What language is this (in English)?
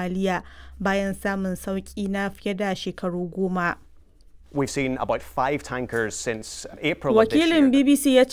Hausa